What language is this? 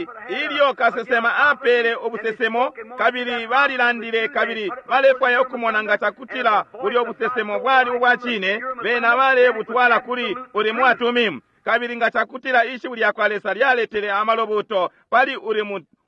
Bemba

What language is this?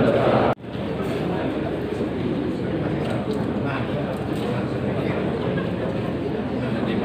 Indonesian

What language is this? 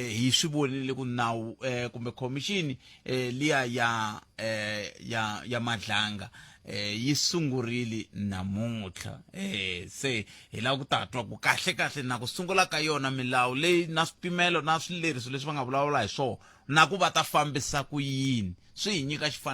Tsonga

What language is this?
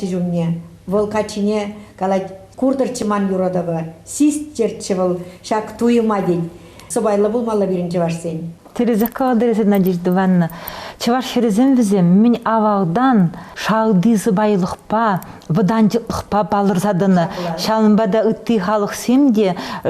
Chuvash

